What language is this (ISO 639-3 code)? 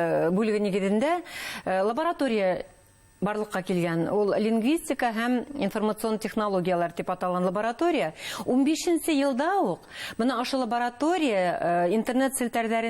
bak